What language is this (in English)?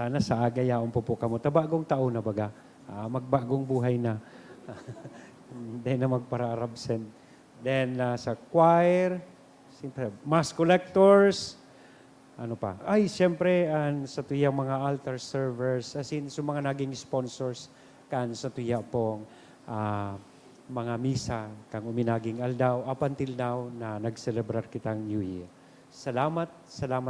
Bikol